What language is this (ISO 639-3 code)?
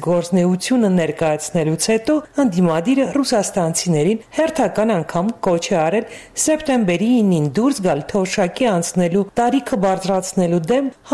hye